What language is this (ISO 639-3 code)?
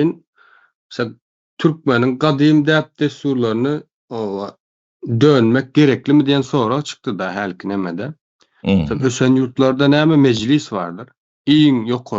tuk